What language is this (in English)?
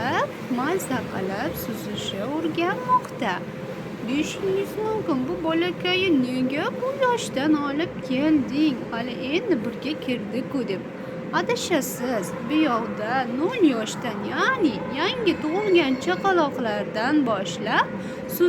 Uzbek